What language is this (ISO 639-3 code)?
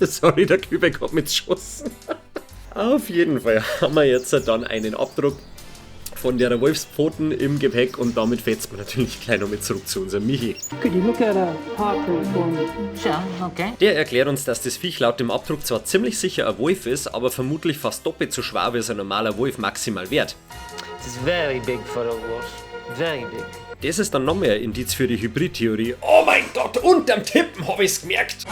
bar